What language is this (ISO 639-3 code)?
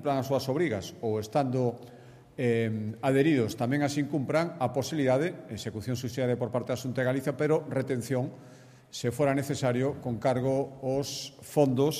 glg